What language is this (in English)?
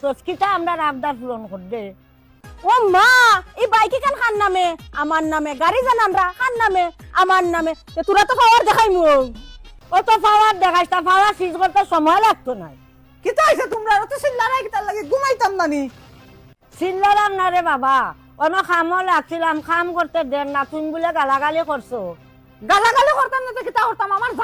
Sylheti